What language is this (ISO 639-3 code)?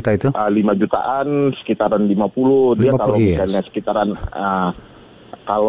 ind